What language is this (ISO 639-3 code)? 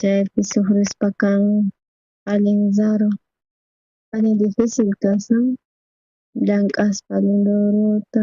quh